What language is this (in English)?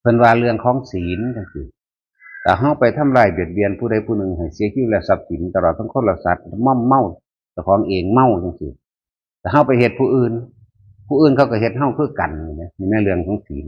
Northeastern Thai